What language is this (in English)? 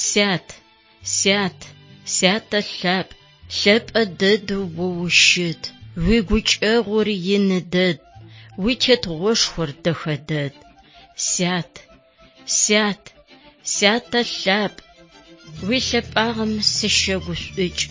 Adyghe